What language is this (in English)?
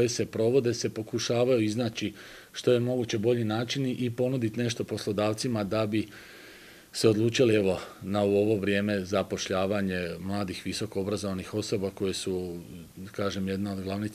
Croatian